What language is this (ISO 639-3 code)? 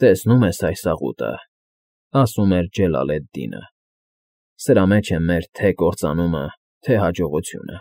hye